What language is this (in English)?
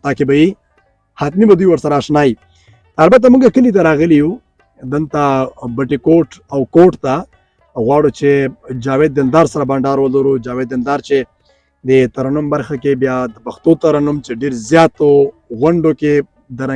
Pashto